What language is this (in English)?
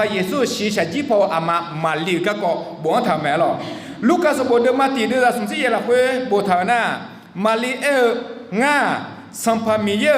Akha